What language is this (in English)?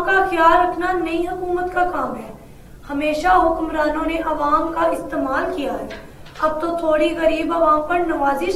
Urdu